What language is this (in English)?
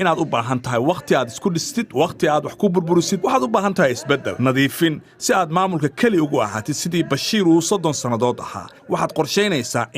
Somali